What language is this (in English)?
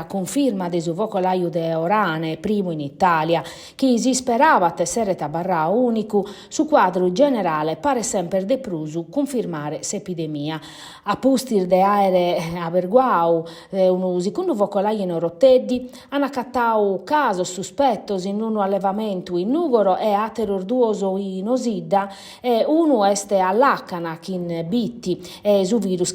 Sardinian